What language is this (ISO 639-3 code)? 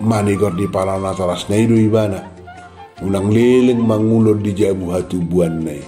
bbc